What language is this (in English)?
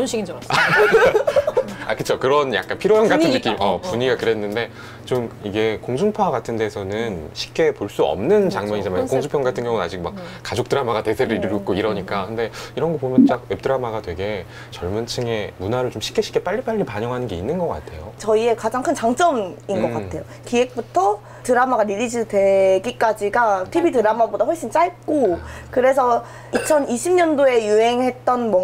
Korean